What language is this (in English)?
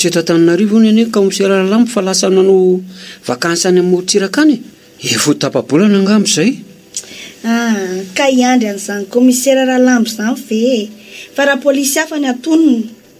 Malagasy